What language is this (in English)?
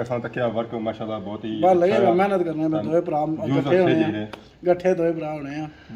Pahari-Potwari